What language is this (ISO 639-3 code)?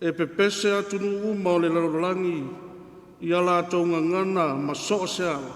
smo